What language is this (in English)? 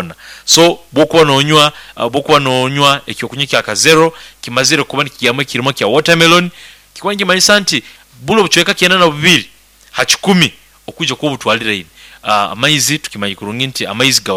Nyoro